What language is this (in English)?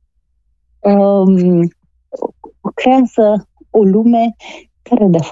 Romanian